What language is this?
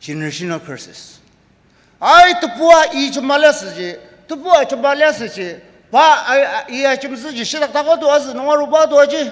Ao Naga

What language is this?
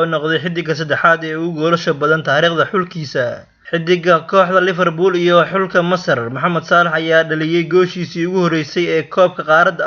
Somali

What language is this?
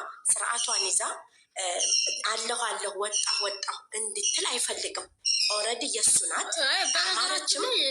Amharic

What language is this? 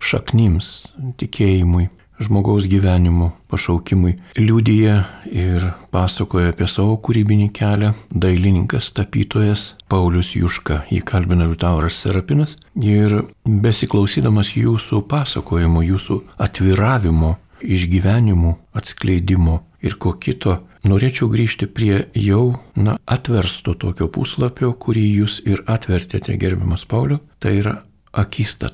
Lithuanian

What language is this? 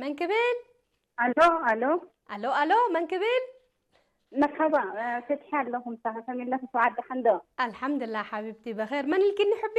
Tigrinya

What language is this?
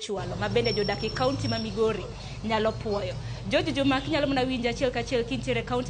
Luo (Kenya and Tanzania)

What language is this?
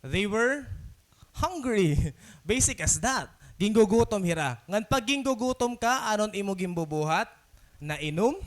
Waray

